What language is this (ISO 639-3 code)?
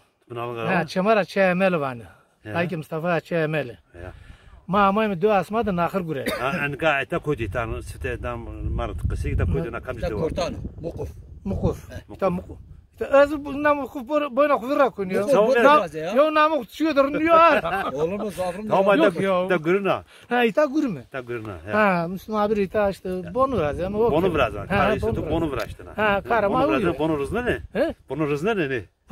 zza